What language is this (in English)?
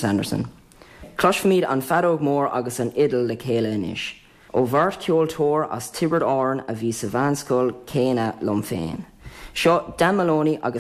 Irish